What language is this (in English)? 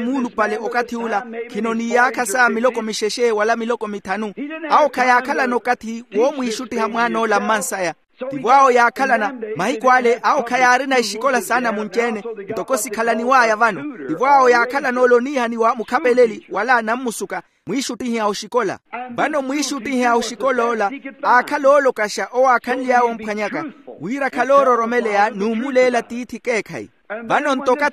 Makhuwa